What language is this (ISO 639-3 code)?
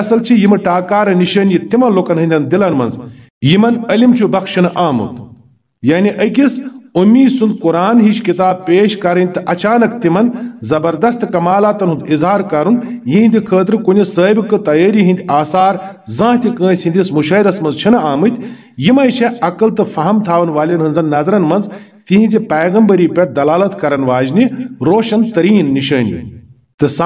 kas